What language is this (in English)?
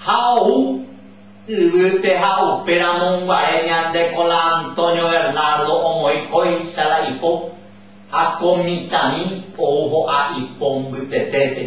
Guarani